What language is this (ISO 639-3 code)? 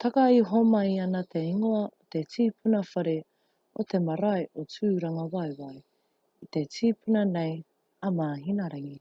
mri